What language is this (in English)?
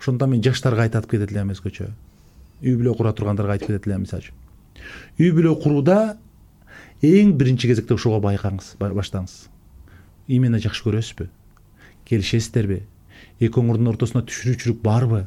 Kyrgyz